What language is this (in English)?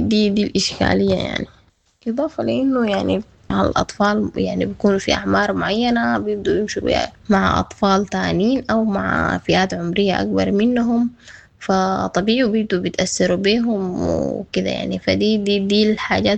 Sudanese Arabic